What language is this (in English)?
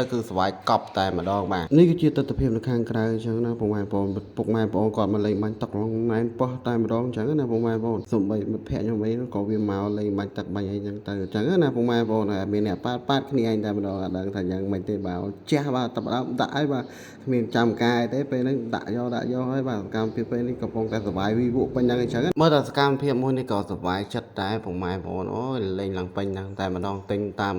Khmer